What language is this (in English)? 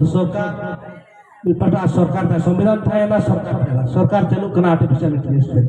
Santali